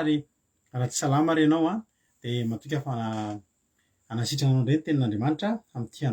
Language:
Malagasy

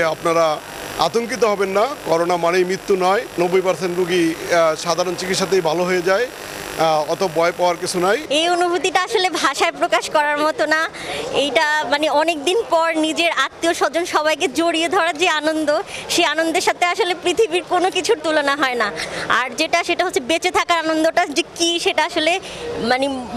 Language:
Bangla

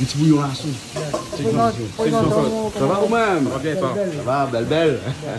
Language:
Réunion Creole French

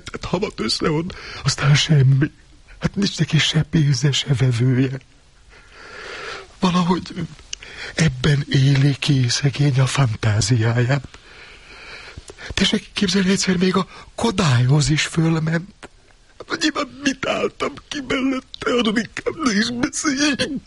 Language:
Hungarian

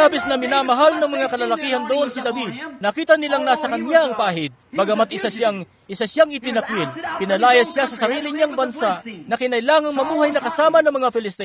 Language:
Filipino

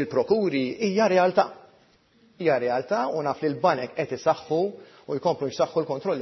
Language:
Maltese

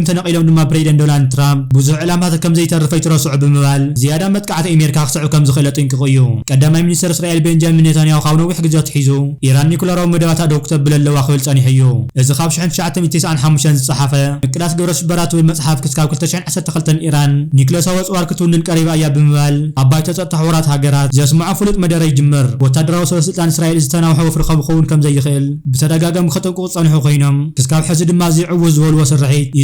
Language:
Tigrinya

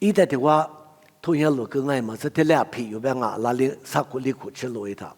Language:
Lisu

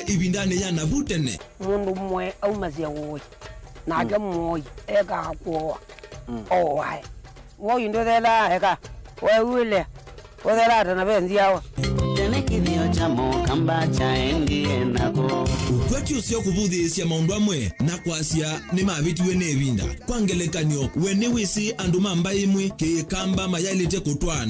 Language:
Kamba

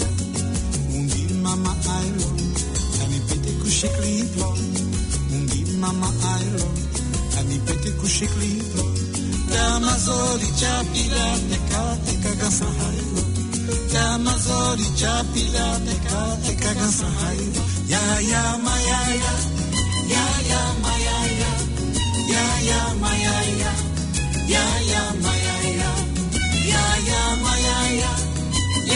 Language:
Konkani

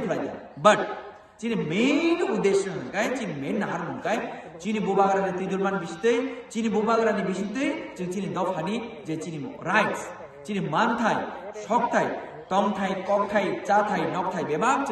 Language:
Kok Borok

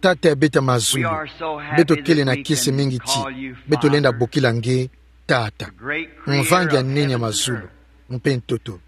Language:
Kituba (Democratic Republic of Congo)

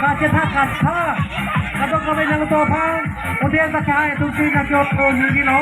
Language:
Karbi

